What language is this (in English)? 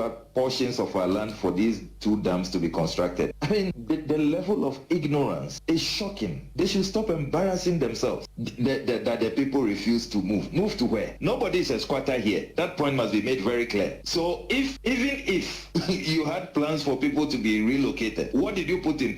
Akan